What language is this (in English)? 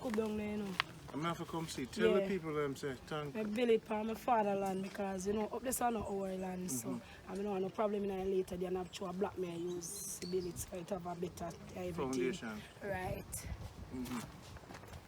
Jamaican Creole English